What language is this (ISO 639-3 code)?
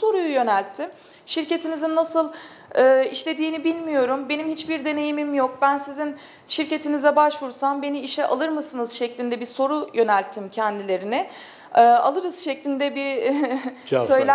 tur